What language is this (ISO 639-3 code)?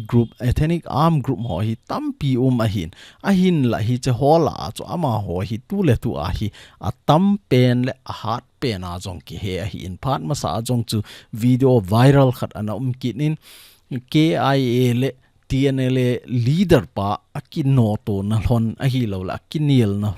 tcz